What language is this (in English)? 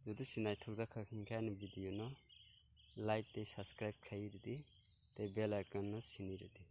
Kok Borok